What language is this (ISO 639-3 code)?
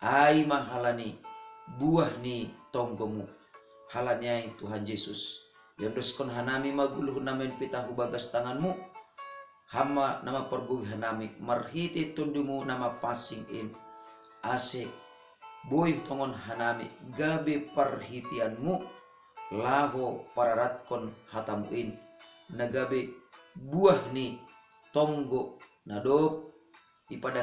bts